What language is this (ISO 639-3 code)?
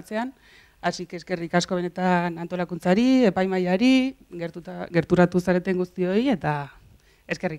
eus